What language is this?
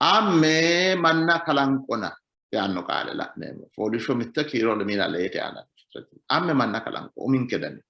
Sidamo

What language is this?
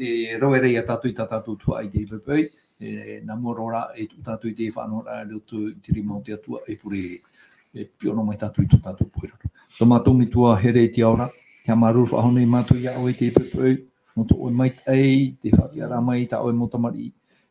Tahitian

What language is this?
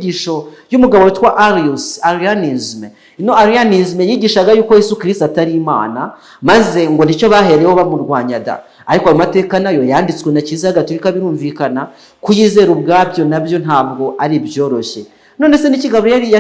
Kinyarwanda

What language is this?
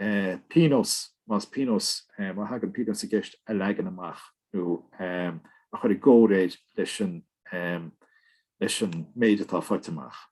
Irish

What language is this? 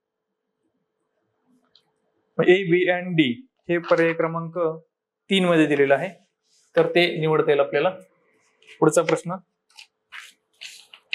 Marathi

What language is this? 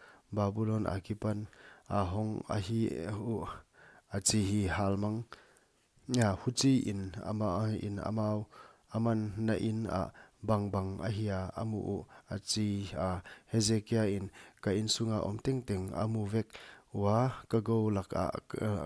Paite Chin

